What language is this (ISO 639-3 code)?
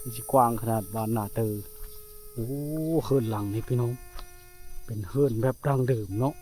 lao